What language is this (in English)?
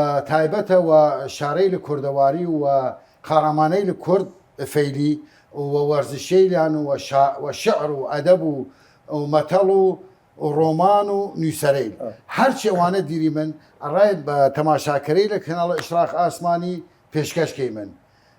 Southern Kurdish